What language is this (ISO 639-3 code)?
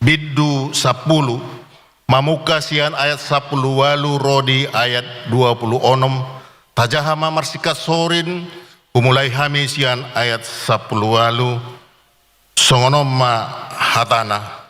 bbc